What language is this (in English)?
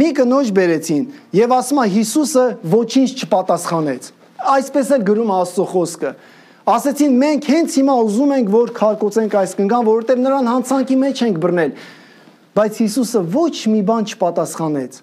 Armenian